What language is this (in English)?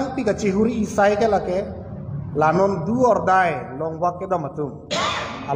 Karbi